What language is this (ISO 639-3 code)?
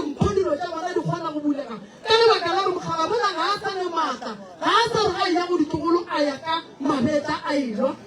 nso